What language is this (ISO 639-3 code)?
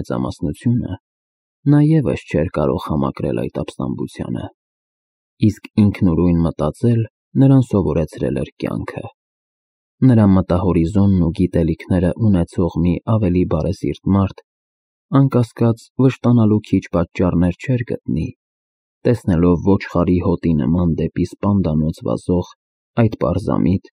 hye